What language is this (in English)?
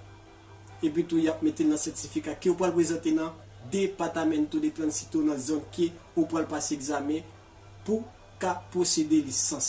Haitian Creole